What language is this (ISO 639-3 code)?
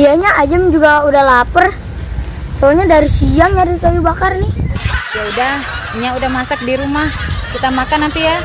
bew